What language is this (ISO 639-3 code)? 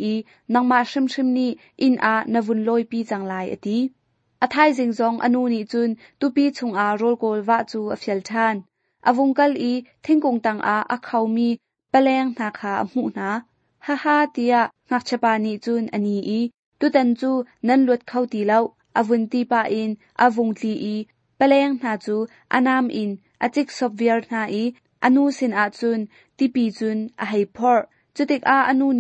cnh